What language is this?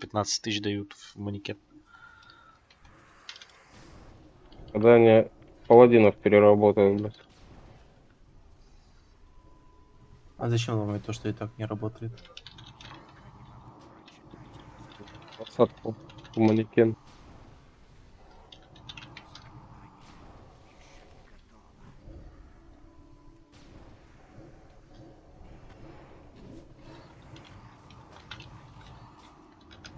Russian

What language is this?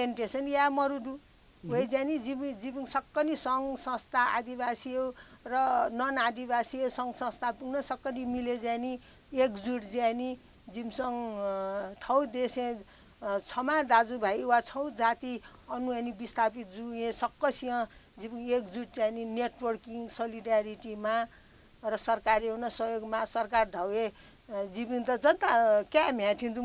Newari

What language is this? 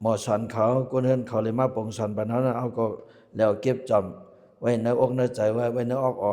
Shan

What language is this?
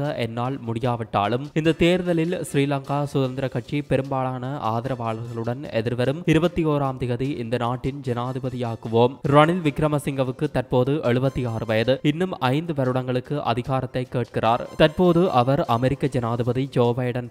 Tamil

